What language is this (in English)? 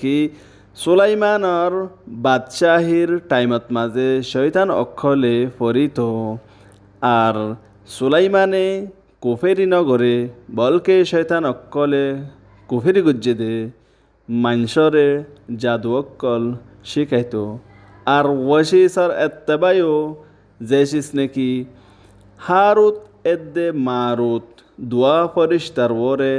Rohingya